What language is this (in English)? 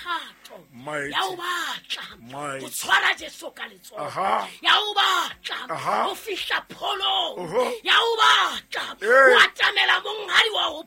Southern Sotho